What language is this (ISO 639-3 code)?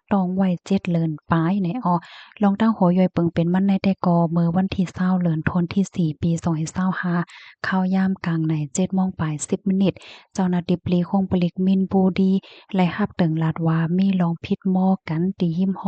shn